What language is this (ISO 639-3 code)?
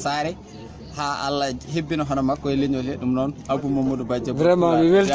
ful